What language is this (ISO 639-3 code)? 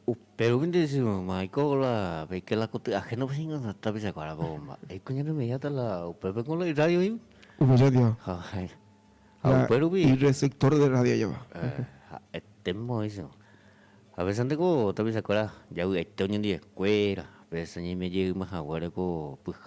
grn